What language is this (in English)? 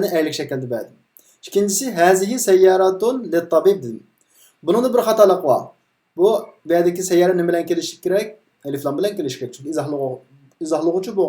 Uyghur